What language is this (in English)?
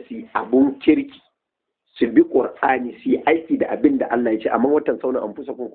Hausa